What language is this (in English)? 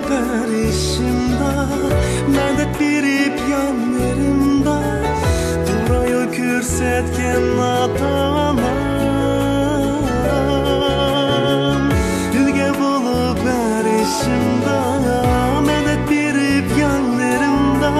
Uyghur